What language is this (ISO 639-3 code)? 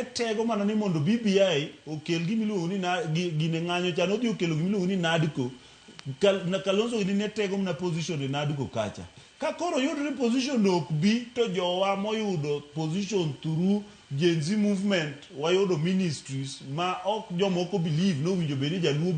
luo